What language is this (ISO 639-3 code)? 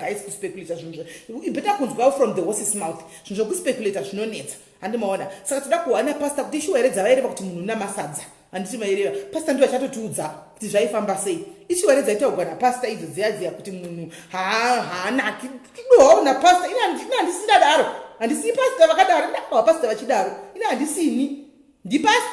sna